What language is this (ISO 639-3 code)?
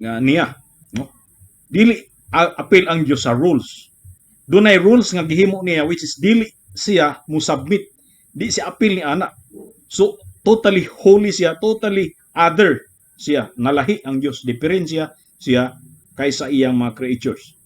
ceb